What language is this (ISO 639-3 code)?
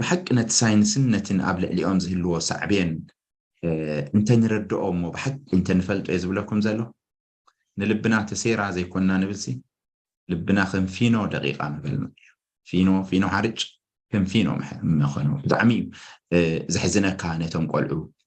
tir